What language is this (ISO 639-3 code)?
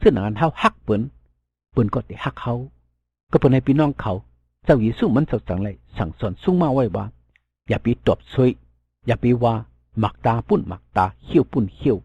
shn